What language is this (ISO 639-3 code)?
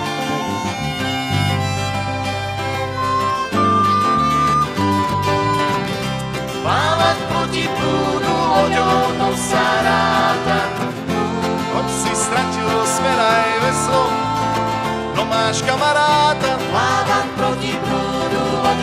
slk